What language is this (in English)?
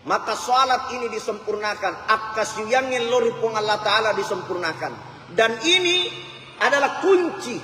Buginese